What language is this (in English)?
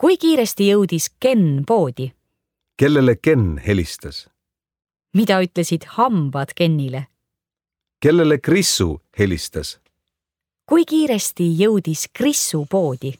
Estonian